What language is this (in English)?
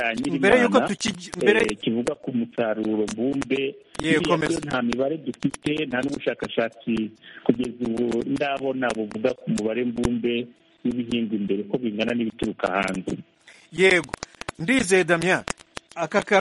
Kinyarwanda